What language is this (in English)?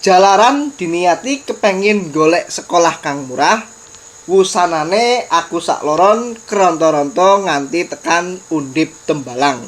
Javanese